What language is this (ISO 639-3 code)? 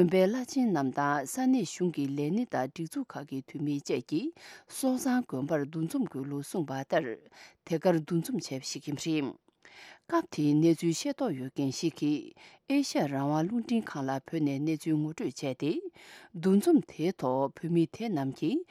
bod